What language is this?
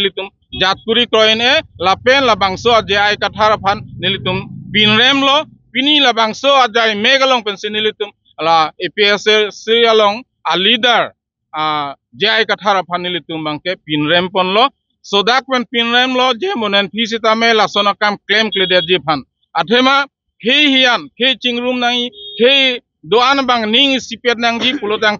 Karbi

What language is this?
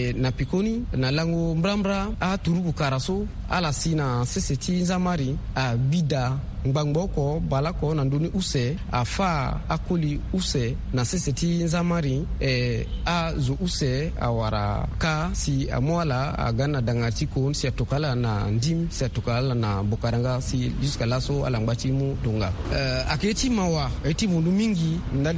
Sango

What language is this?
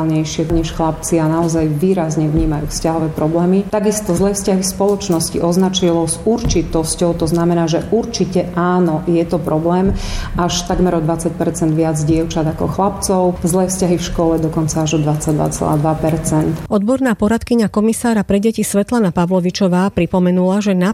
Slovak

